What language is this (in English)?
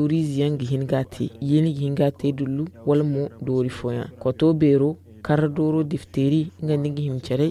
Zarma